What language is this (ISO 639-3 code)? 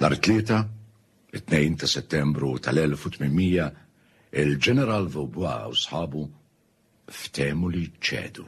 mlt